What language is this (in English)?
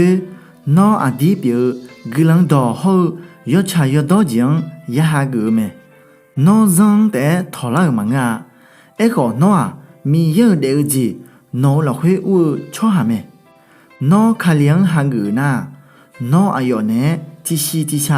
Akha